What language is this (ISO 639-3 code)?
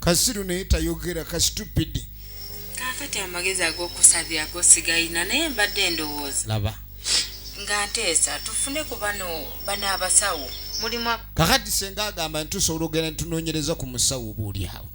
lug